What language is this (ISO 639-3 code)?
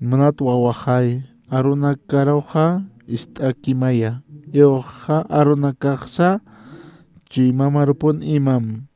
aym